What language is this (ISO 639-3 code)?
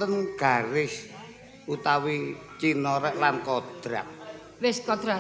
jav